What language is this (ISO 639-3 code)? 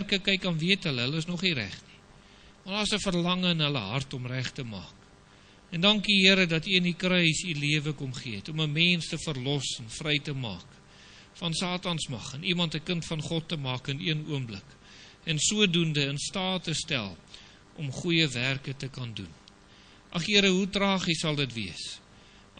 afr